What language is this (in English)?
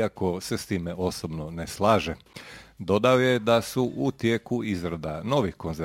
Croatian